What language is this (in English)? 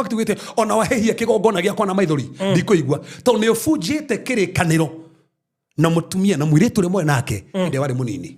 Kikuyu